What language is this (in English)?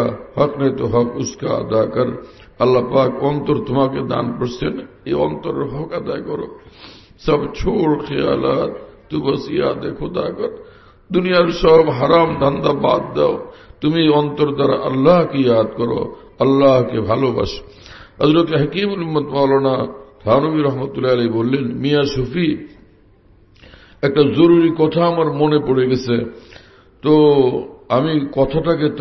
Bangla